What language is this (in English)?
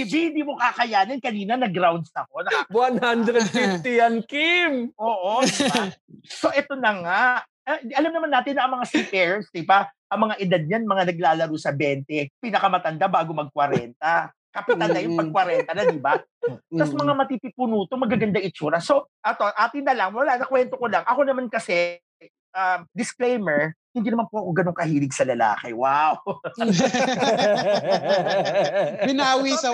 Filipino